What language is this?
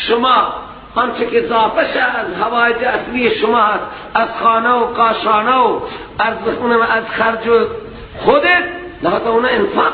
Persian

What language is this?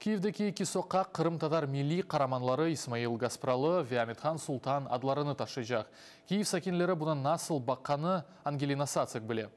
Crimean Tatar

